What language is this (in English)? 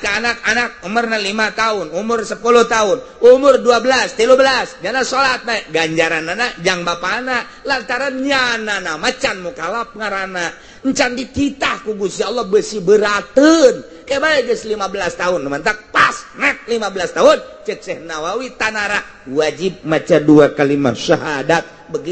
Sundanese